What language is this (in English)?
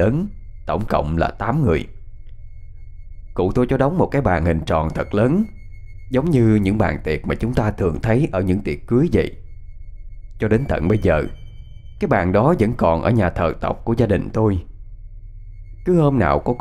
Vietnamese